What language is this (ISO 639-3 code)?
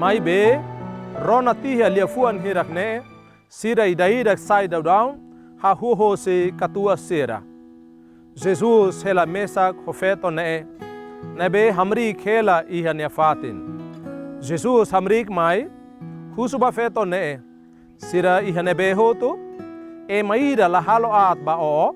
tet